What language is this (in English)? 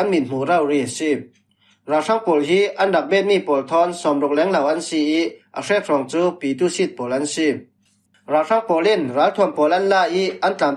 Falam Chin